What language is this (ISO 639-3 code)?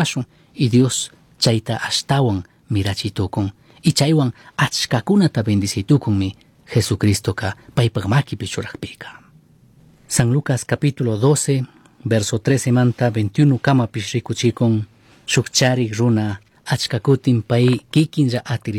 qug